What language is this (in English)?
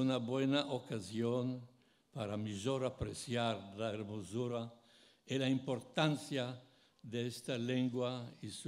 Ladino